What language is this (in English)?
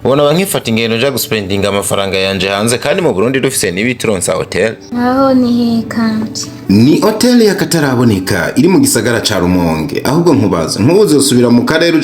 Rundi